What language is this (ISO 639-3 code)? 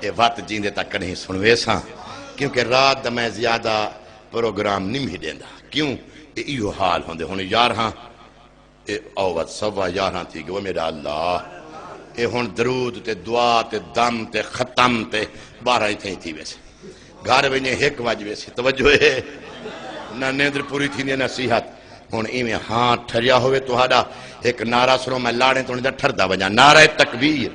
skr